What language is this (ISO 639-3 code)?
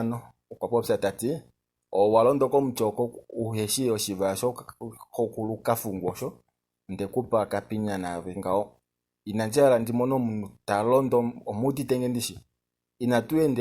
kua